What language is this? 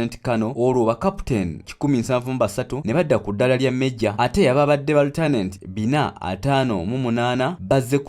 Ganda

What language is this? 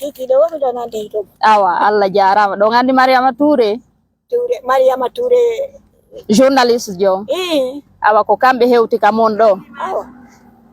Pular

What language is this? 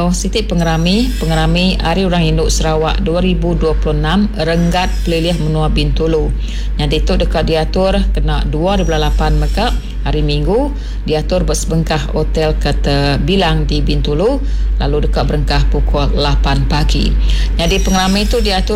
Iban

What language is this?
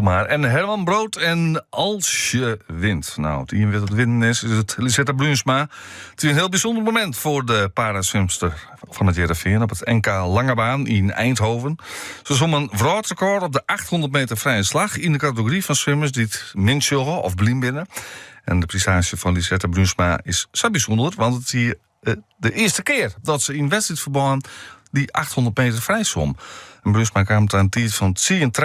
Western Frisian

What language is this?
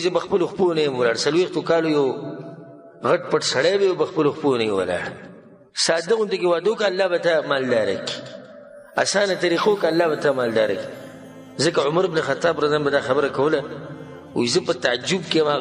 Pashto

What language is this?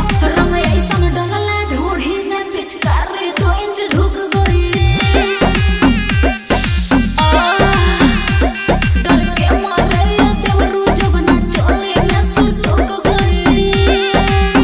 Bhojpuri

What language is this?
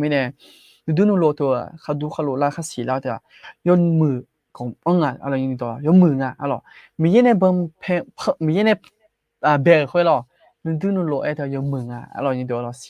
Akha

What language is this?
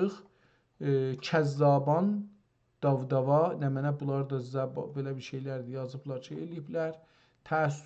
South Azerbaijani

